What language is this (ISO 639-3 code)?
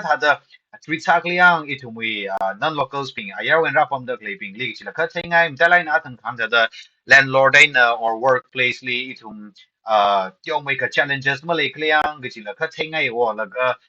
nmf